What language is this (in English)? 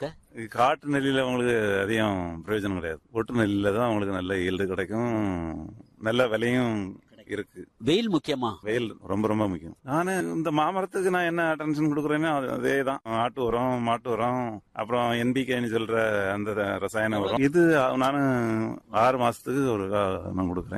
Tamil